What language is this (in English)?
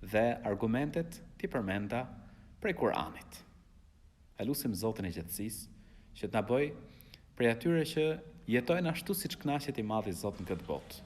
Albanian